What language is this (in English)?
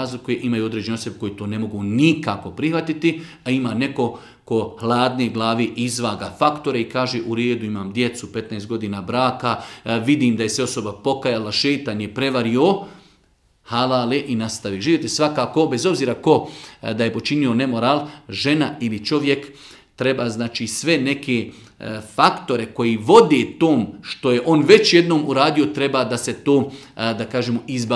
Bosnian